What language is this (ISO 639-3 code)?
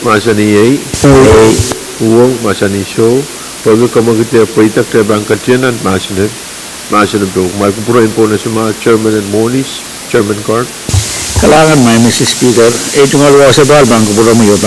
pon